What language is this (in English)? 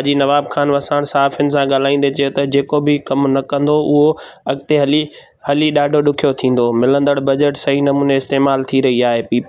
Sindhi